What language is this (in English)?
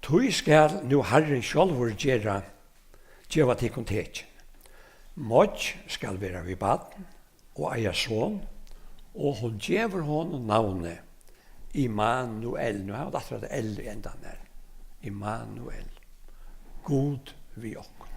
Faroese